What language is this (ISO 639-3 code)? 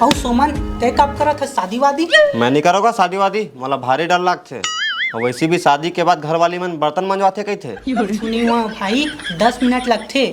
hne